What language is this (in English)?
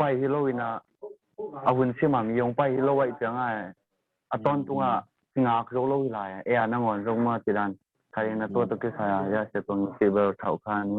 Tedim Chin